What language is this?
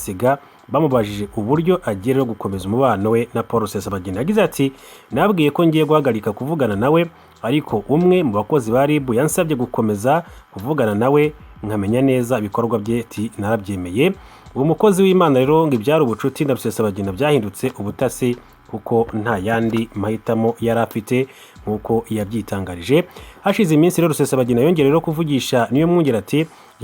Kinyarwanda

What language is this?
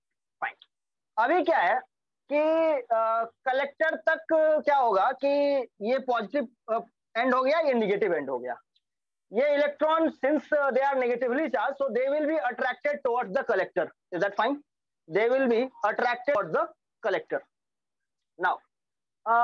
Hindi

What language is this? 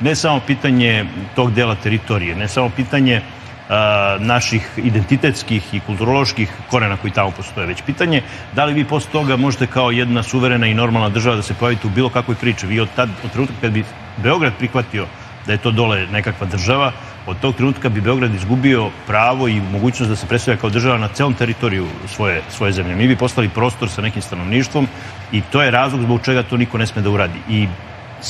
Serbian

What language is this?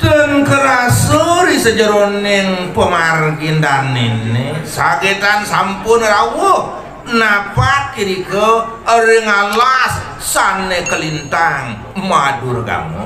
Balinese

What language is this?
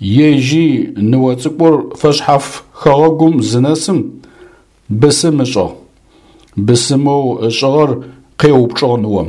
Adyghe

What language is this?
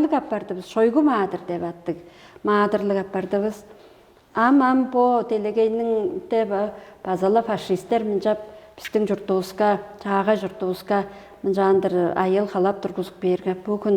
Tuvinian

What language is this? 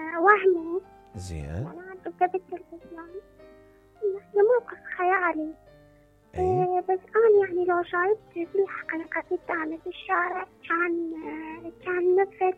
Mesopotamian Arabic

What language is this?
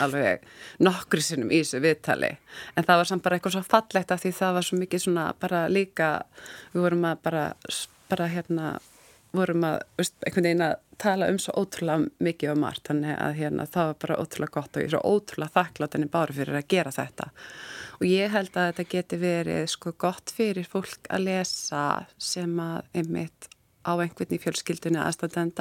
Icelandic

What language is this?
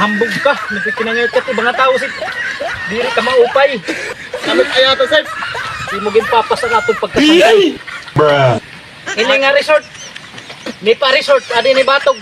Waray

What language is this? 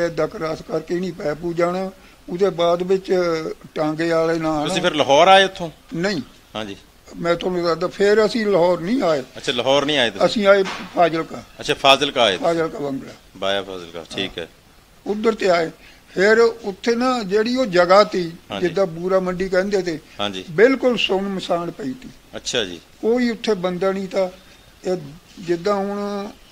Punjabi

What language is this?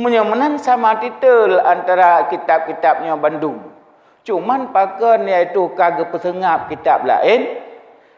Achinese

